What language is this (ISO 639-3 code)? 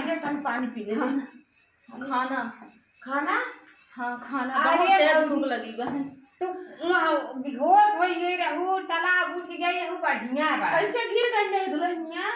awa